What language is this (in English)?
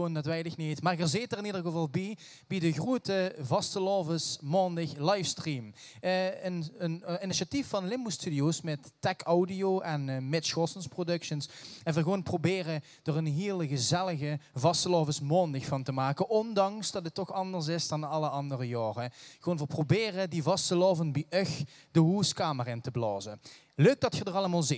Limburgish